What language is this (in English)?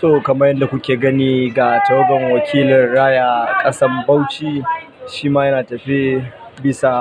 Hausa